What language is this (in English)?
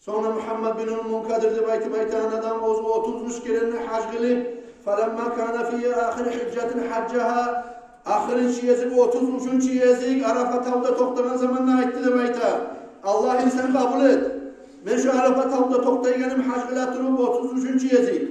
Kumyk